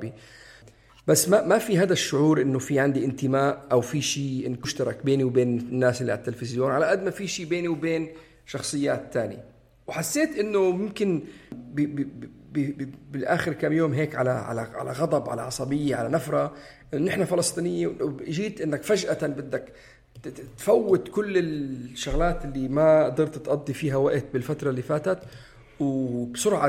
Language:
North Levantine Arabic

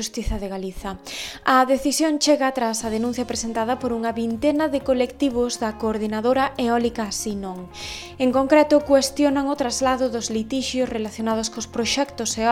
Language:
Galician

